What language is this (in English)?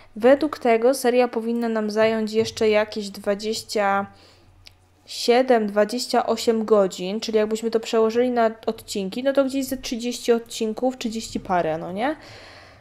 Polish